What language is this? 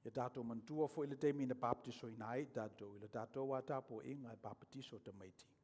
Samoan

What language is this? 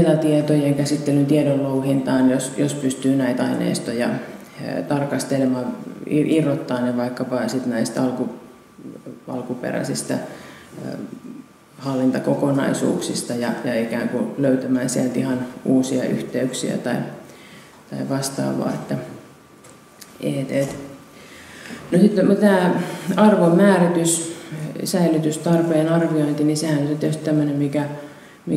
Finnish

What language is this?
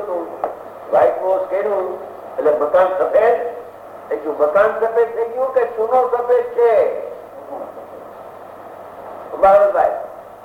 Gujarati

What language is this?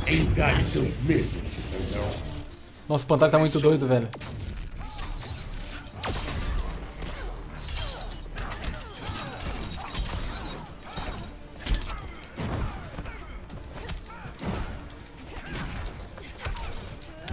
Portuguese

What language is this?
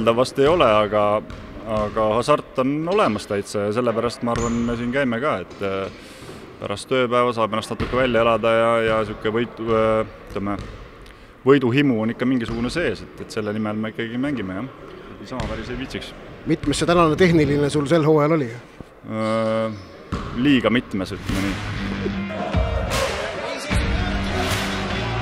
Estonian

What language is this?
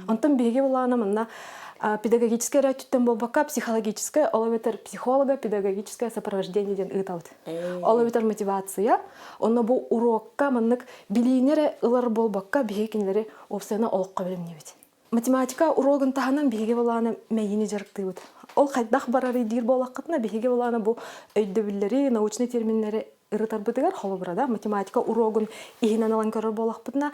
Yakut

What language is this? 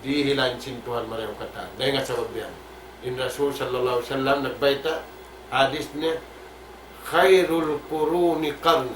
Tausug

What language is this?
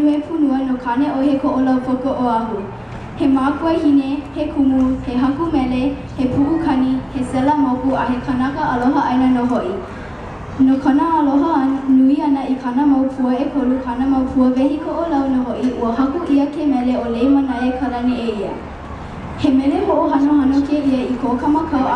Hawaiian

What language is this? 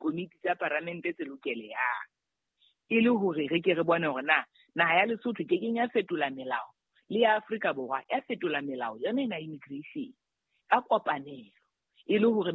Southern Sotho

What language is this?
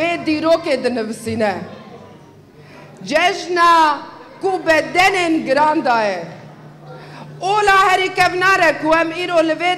Kurdish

